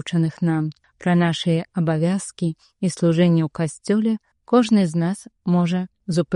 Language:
Belarusian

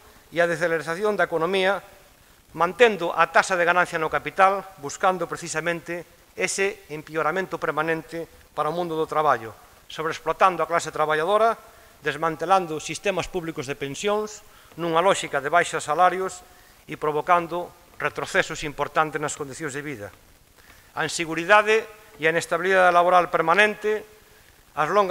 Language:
Galician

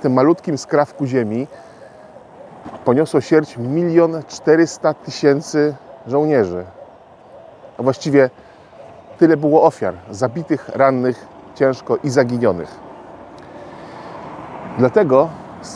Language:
Polish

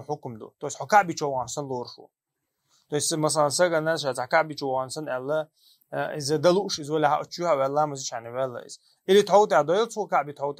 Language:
Chechen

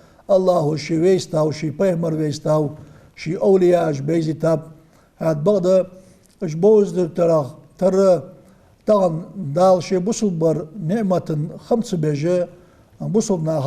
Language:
Ingush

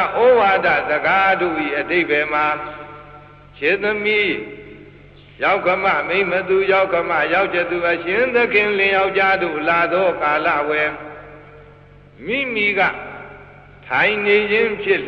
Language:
Burmese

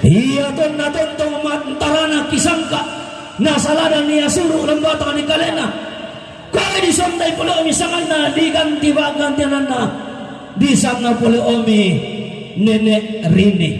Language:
Toraja-Sa'dan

